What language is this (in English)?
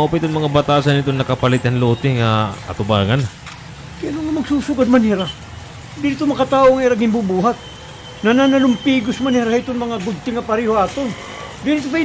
Waray